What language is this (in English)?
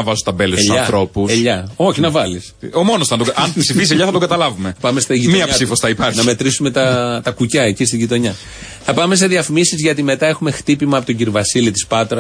Greek